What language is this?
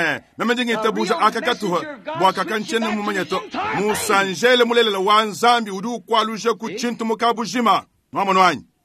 Luba-Lulua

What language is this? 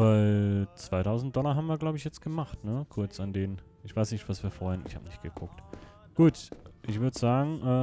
Swiss German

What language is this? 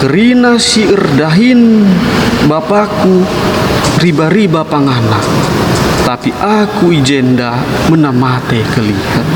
Batak Karo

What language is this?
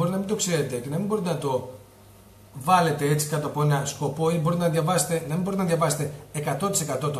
Greek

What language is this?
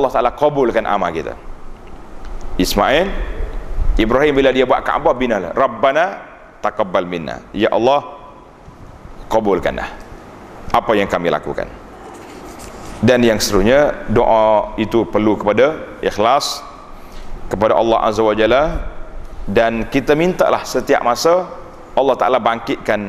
Malay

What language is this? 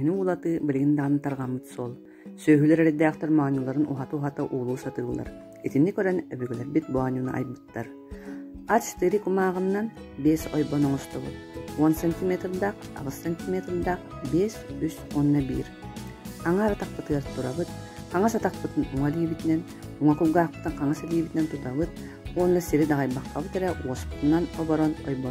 Yakut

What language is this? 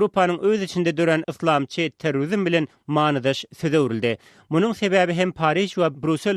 Turkmen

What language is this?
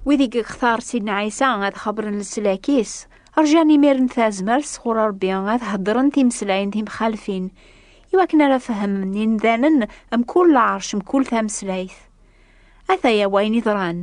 Kabyle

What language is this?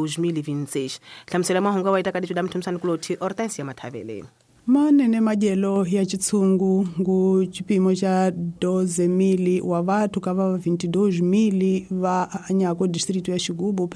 Tsonga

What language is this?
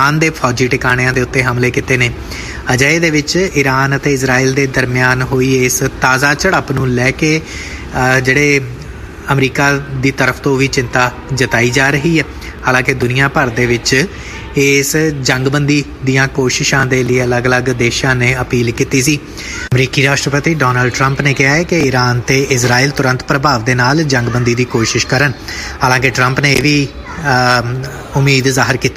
Punjabi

